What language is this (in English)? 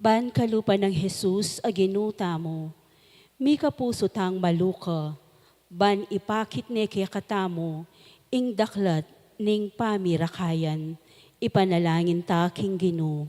Pampanga